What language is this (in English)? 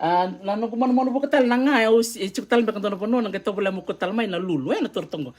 Fijian